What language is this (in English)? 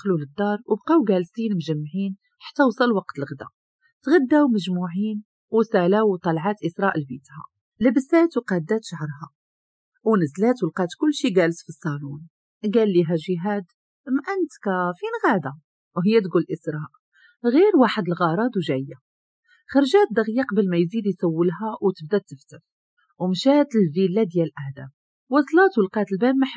Moroccan Arabic